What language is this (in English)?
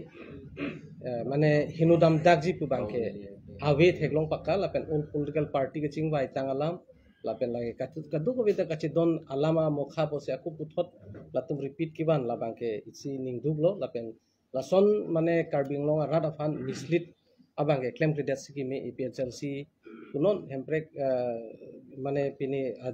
Karbi